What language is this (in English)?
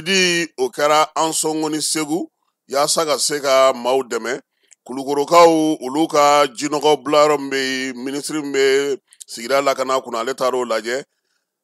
Bambara